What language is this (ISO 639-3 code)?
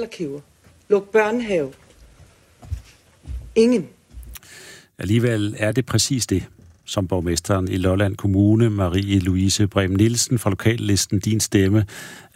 dan